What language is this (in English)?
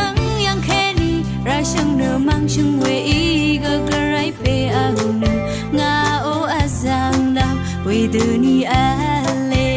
Rawang